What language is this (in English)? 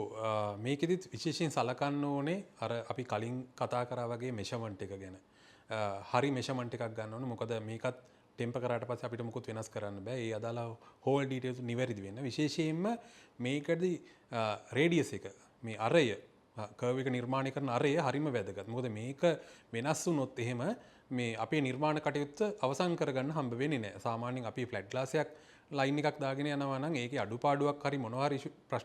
Sinhala